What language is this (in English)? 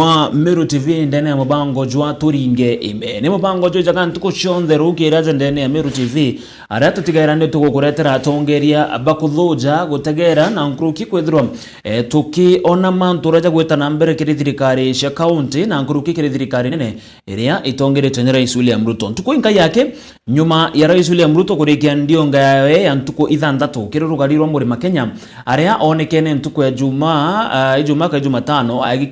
Meru